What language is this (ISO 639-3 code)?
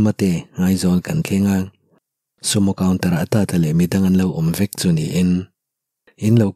lus